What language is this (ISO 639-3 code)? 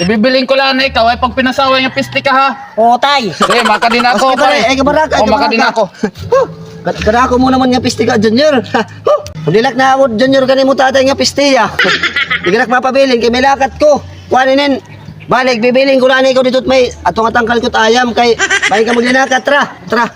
war